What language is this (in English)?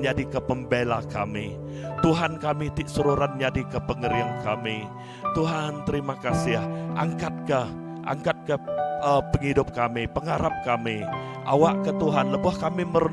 Iban